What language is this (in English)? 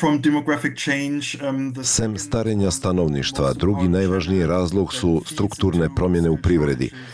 Bosnian